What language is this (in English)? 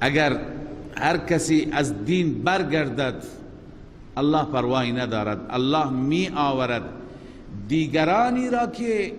Persian